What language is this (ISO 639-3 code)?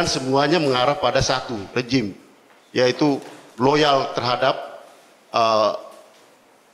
ind